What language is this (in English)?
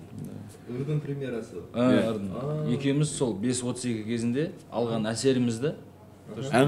Kazakh